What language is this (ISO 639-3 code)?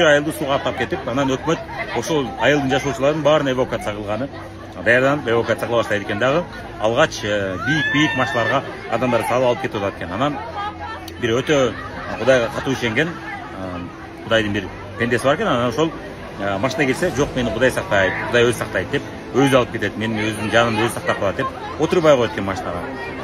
kir